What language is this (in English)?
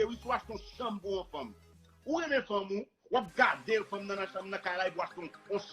Haitian Creole